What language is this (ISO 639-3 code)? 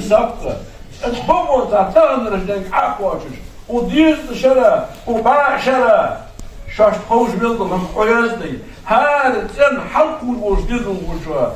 inh